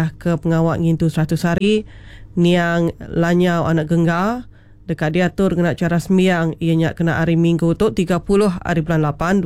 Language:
Iban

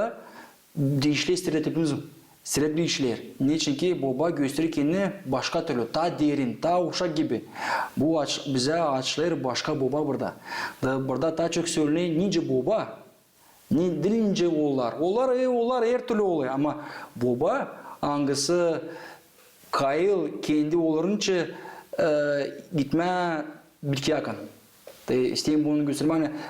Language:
Gagauz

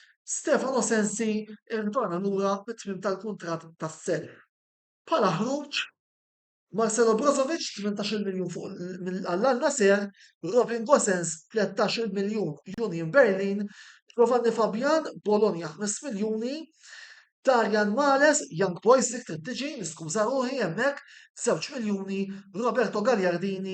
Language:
Maltese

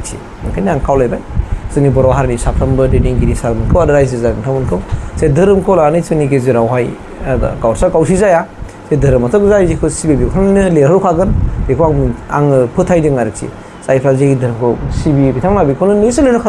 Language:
Bodo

